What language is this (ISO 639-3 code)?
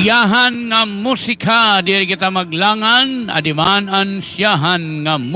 war